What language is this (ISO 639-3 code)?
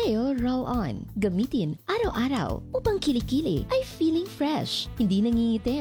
fil